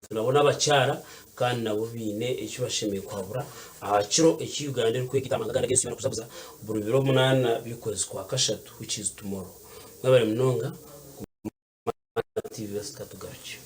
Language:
Nyankole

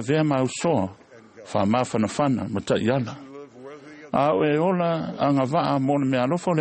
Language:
Samoan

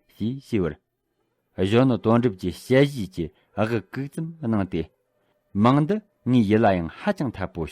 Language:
Tibetan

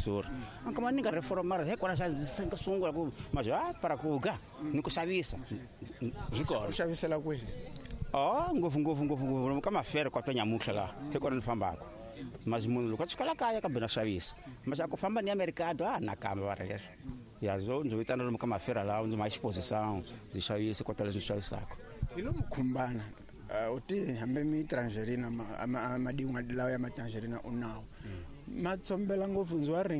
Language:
Tsonga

